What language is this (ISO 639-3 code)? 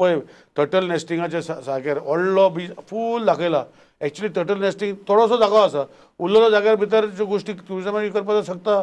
kok